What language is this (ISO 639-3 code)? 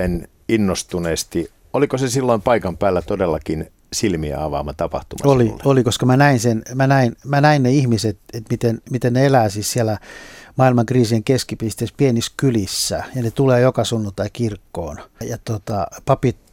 fin